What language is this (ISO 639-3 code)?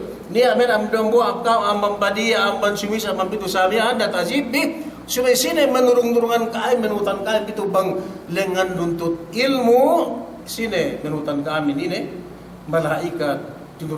yka